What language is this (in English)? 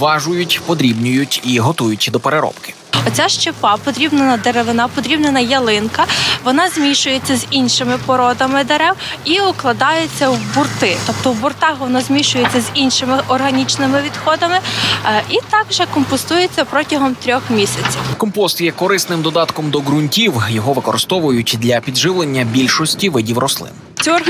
Ukrainian